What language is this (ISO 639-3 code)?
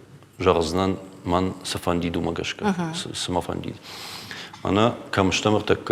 oss